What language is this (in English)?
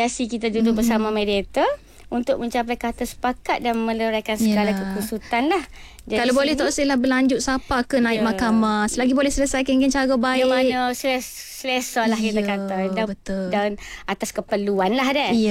Malay